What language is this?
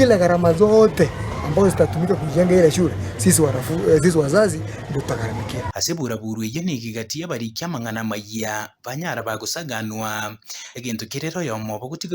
Gusii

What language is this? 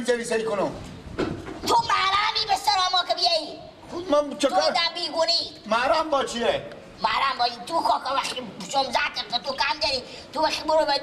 Persian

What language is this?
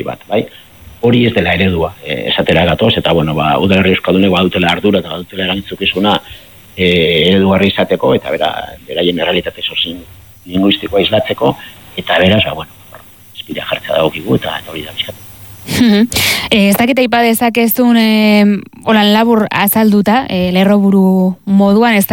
Basque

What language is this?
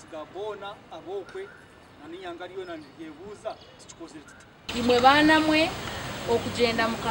Nyankole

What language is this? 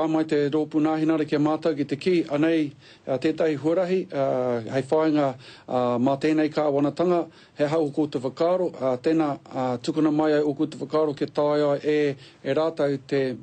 Māori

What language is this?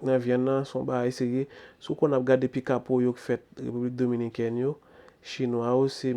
Haitian Creole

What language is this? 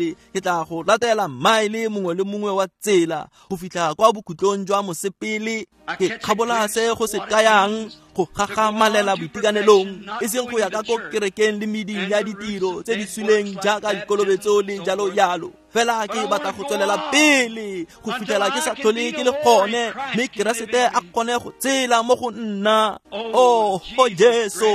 Tswana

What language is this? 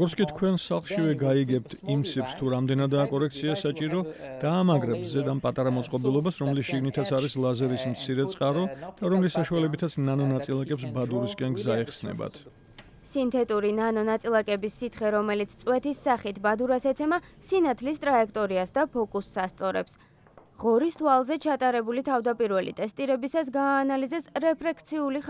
Georgian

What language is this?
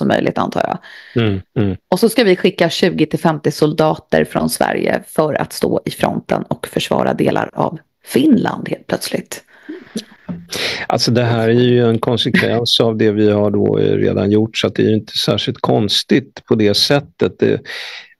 Swedish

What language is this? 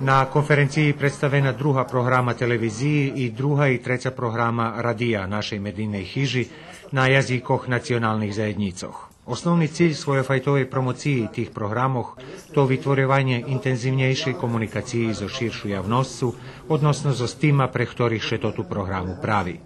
Rusyn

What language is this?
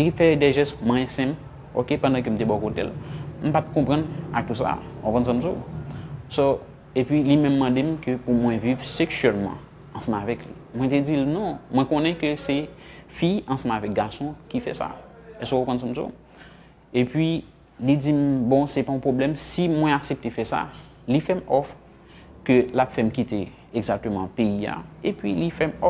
Haitian Creole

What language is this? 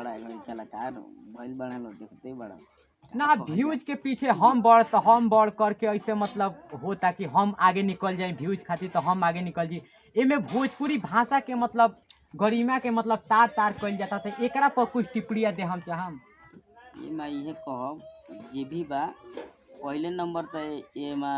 Bhojpuri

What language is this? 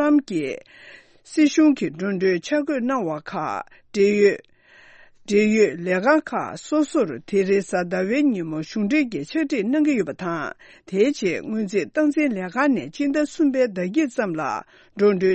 Tibetan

